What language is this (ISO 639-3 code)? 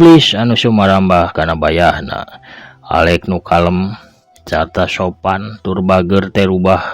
sun